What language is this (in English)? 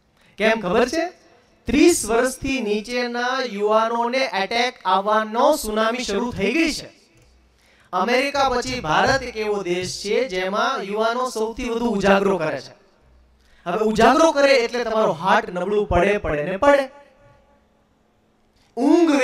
Gujarati